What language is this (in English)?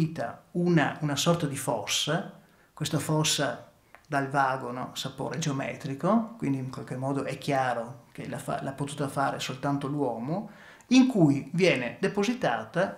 Italian